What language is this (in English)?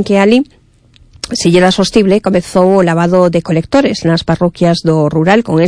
Galician